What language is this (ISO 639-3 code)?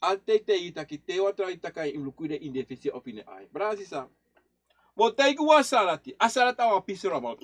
srn